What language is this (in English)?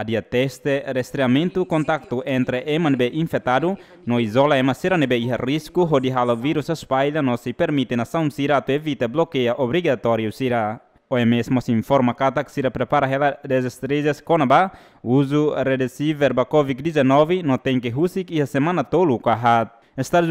Tetum